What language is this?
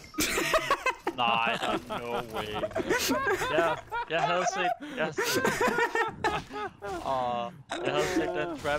Danish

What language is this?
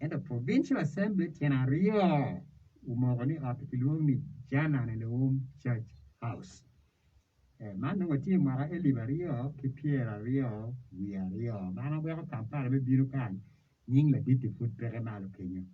Acoli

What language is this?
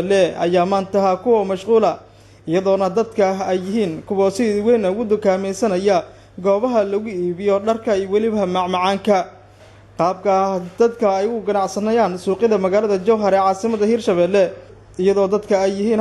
Somali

